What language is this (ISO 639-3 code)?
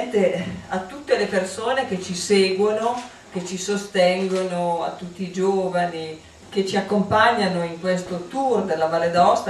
ita